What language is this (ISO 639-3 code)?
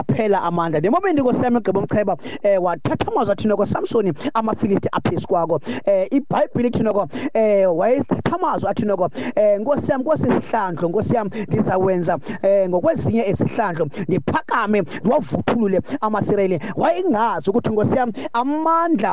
xho